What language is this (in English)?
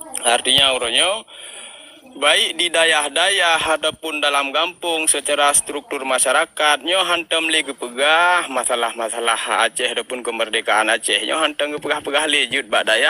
Achinese